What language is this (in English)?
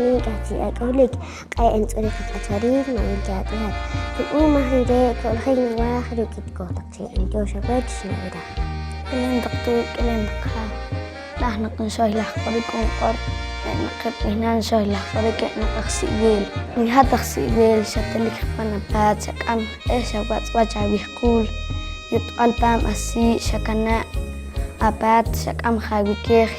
Poqomchi'